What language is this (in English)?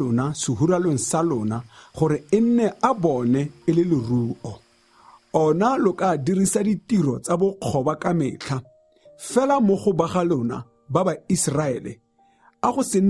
Tswana